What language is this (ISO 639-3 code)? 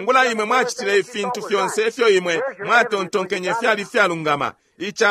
bem